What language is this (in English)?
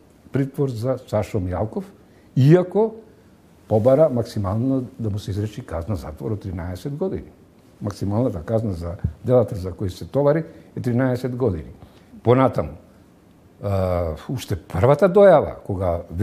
Macedonian